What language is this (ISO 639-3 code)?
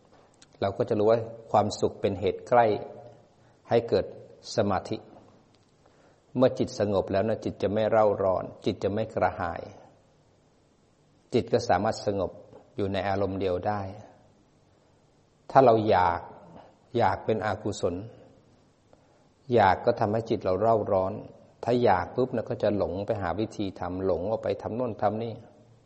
tha